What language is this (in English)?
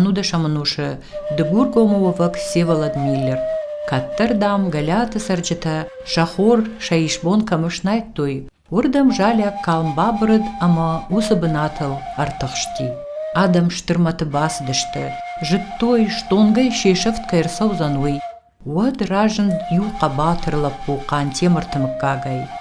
Ossetic